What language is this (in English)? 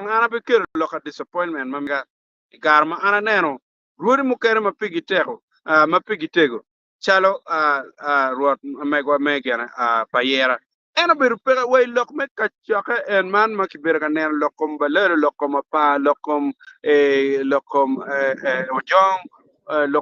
Acoli